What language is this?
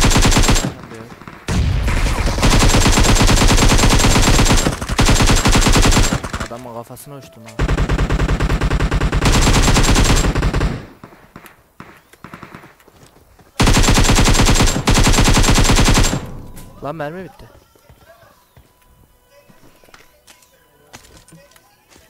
Turkish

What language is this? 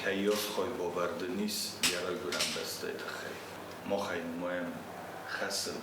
Ossetic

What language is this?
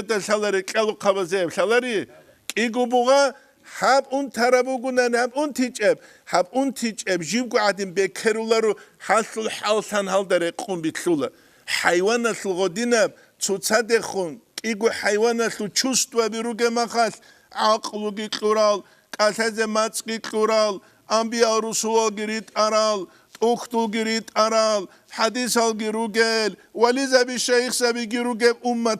Avaric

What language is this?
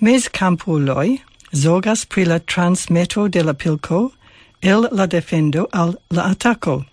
Esperanto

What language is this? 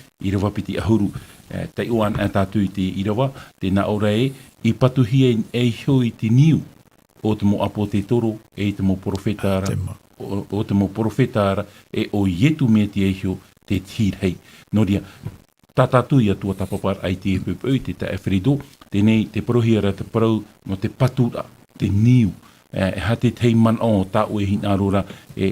Tahitian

